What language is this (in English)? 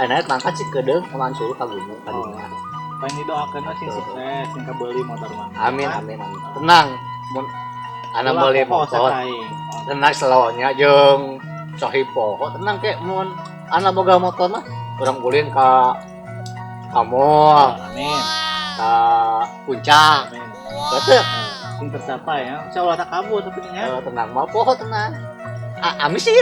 Sundanese